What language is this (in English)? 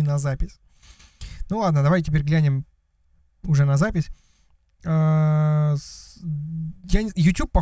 Russian